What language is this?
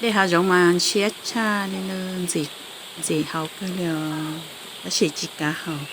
Hmong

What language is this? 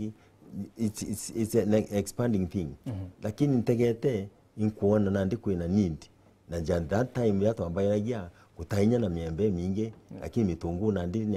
Meru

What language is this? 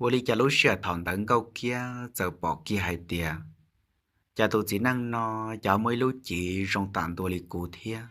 Hmong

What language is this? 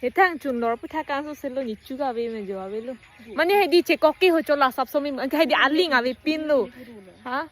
Karbi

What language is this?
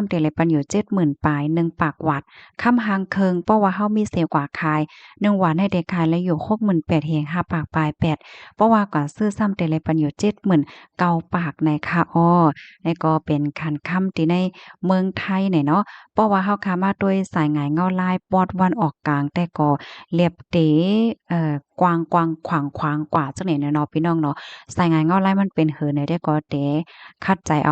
Shan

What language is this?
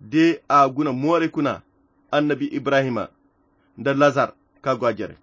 Koyra Chiini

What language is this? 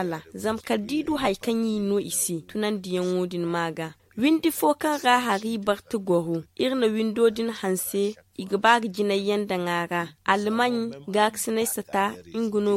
Zarma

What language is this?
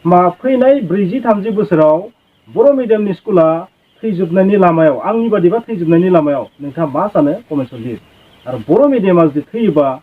Bodo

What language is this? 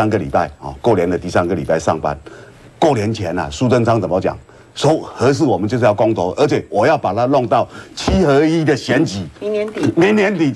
Chinese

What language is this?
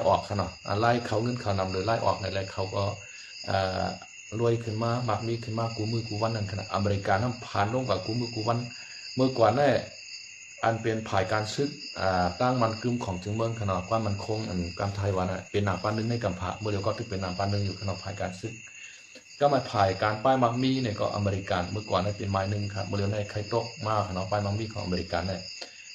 Shan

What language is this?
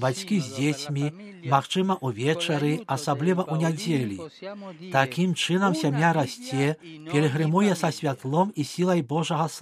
Belarusian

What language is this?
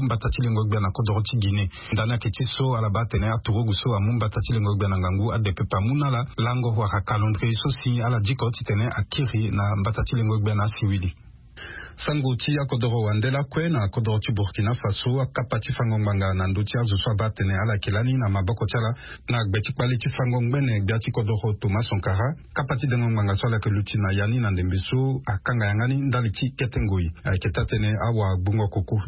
Sango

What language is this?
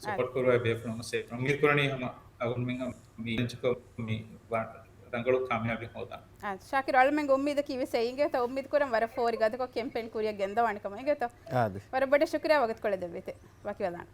Divehi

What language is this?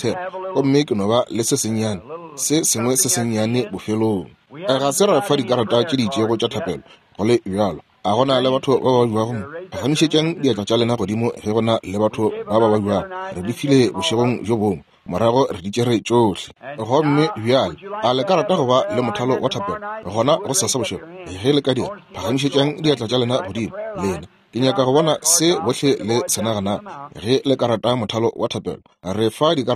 Northern Sotho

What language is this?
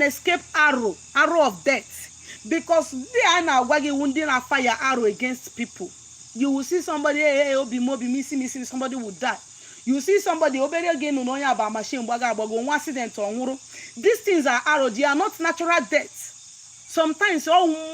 Igbo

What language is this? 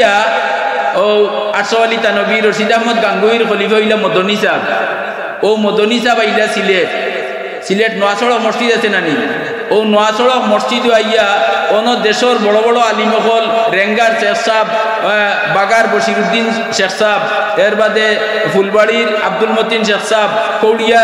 Sylheti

